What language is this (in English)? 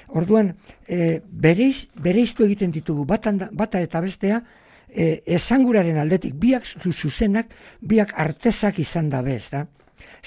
Basque